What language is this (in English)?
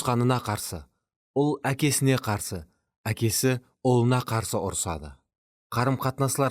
Kara-Kalpak